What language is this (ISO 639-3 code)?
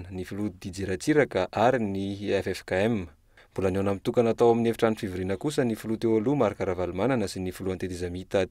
mlg